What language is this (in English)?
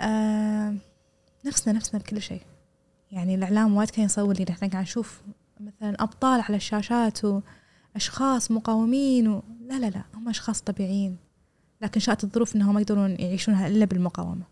Gulf Arabic